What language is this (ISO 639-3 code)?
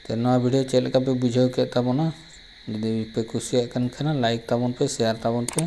sat